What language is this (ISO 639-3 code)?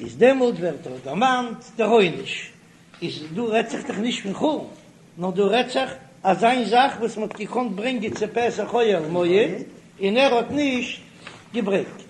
yid